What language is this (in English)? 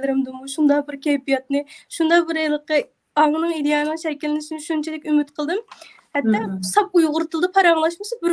Uyghur